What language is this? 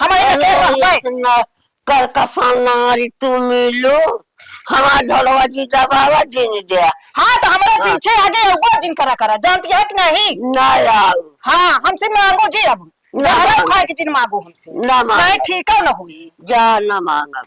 Awadhi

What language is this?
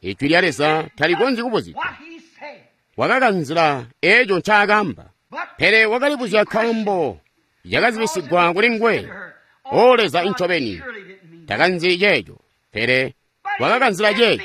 Tonga (Zambia)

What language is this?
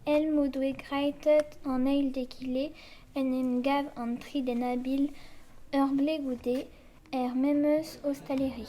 Breton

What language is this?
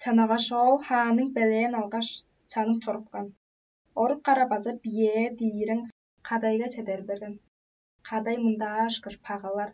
Tuvinian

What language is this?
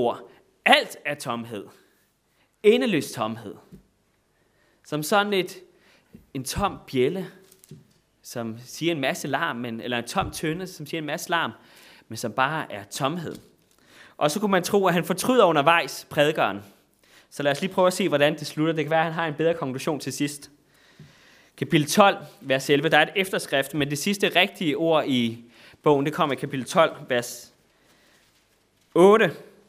Danish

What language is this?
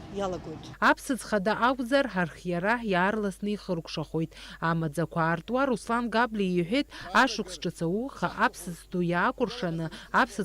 Abkhazian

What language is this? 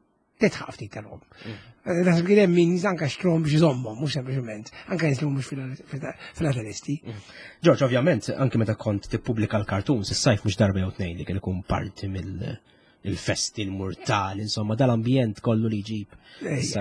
Maltese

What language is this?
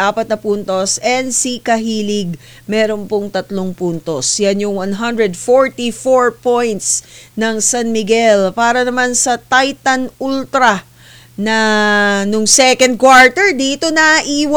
Filipino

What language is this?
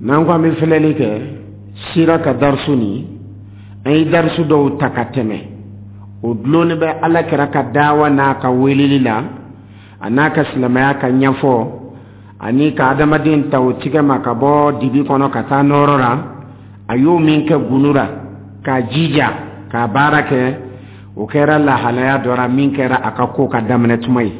Dyula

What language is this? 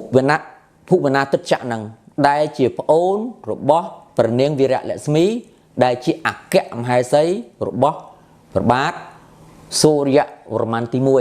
Khmer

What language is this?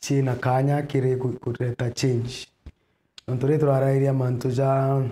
Meru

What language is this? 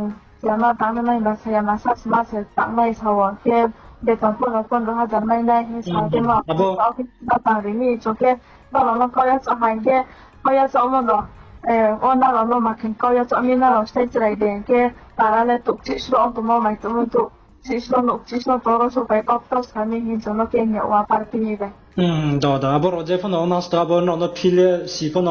Riang (India)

